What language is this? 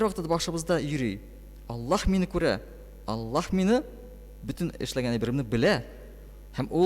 Tatar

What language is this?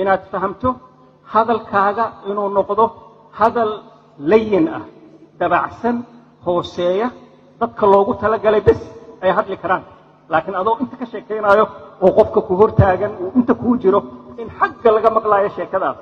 Somali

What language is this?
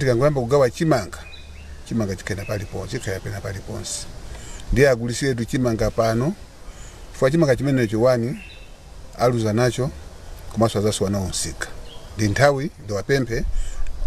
Nyanja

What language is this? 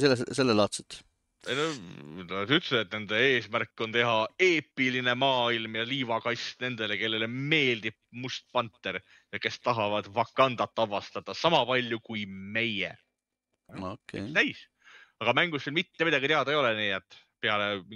Estonian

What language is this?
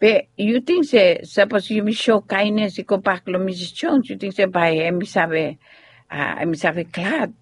Bislama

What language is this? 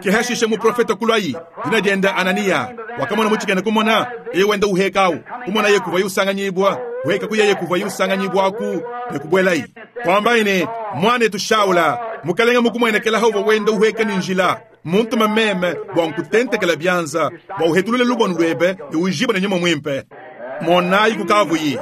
Luba-Lulua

